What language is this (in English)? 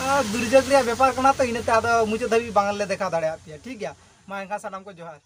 Santali